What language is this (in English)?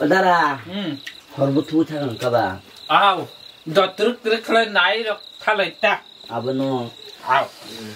Kok Borok